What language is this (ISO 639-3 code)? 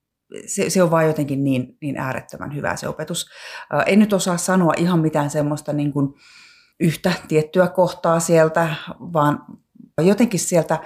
fin